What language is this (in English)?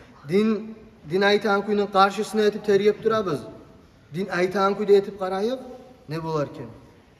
Kumyk